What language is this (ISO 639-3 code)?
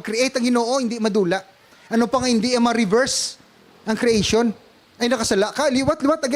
hil